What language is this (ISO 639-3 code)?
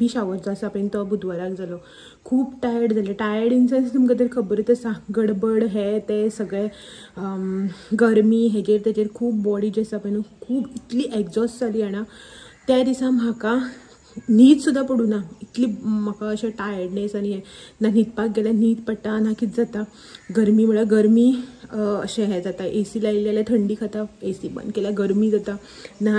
kok